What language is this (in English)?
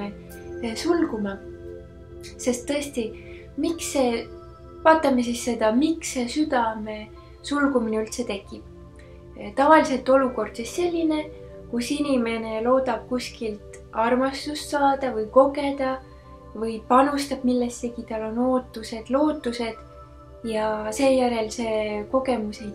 Estonian